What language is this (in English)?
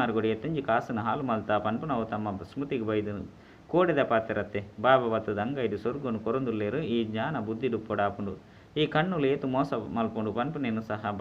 Tulu